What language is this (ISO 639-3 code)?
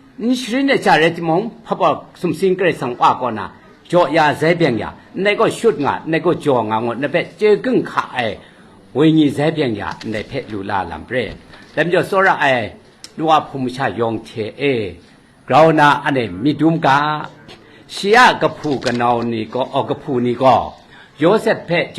kac